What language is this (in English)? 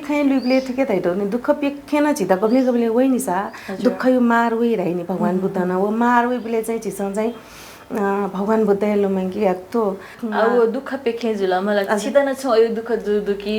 Newari